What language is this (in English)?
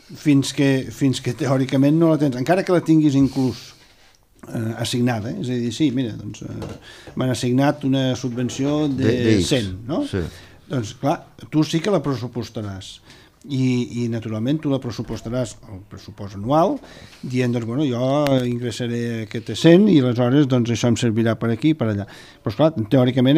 Catalan